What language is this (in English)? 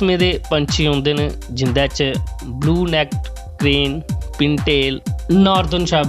Dogri